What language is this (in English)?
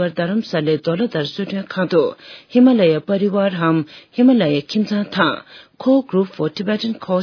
Tibetan